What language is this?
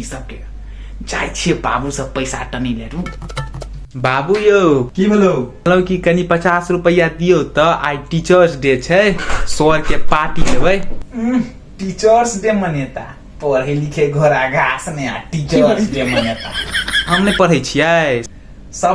Maithili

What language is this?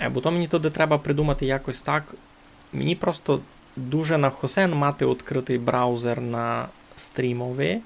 Rusyn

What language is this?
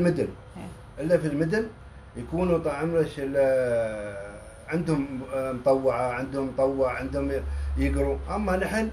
Gulf Arabic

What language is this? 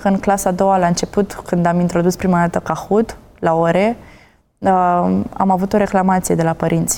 Romanian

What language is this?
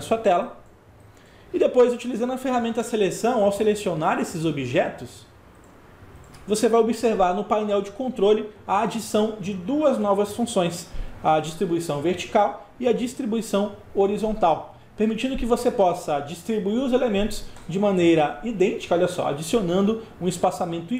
Portuguese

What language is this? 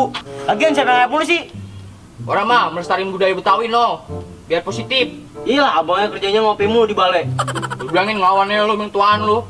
Betawi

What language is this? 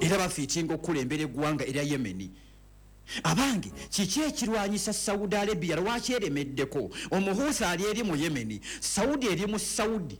Ganda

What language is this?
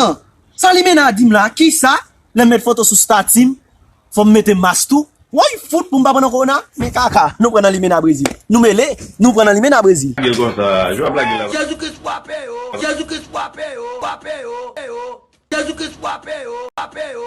Haitian Creole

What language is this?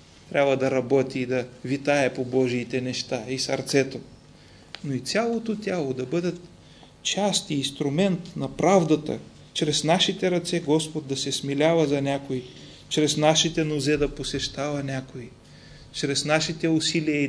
Bulgarian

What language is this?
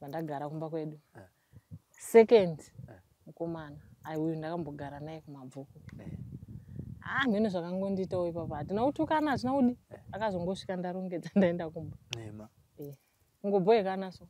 Shona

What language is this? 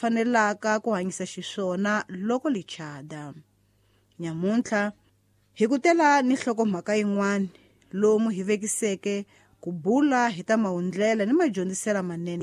Tsonga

